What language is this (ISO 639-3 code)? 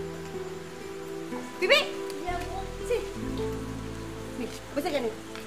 msa